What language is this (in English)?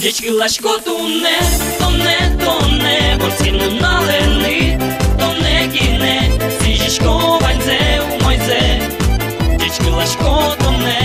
Udmurt